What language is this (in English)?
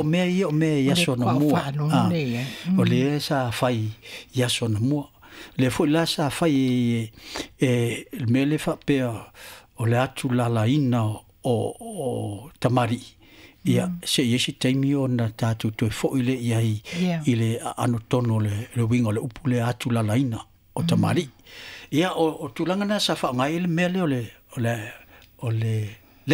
Samoan